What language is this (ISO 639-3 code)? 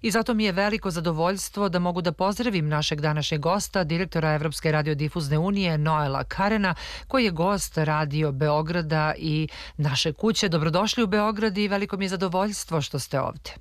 srp